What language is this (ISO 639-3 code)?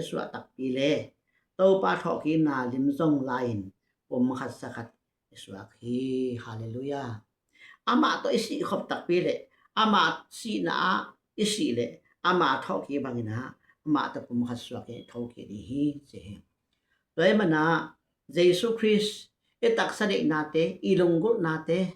ctd